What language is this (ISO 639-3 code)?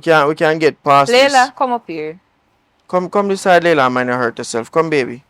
jam